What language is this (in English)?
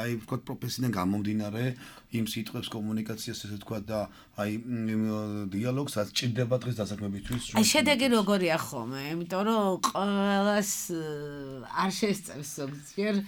Georgian